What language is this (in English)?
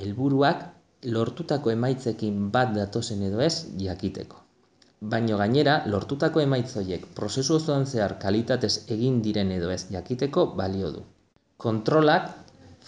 Basque